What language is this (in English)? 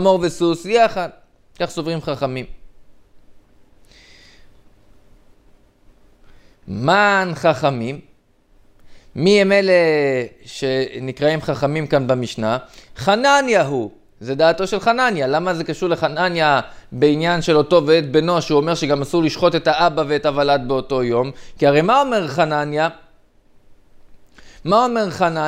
Hebrew